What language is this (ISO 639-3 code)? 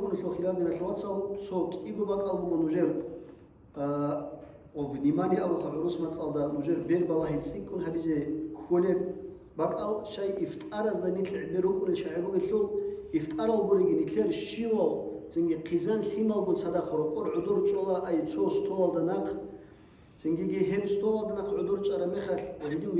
ava